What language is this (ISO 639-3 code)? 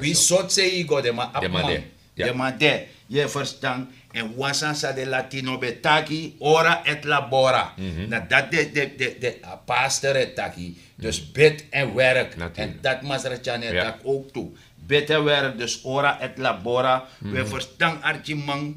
srn